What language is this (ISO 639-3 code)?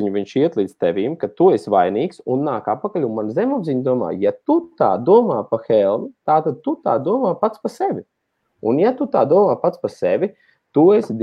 lav